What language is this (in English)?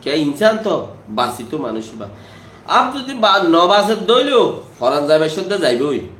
Rohingya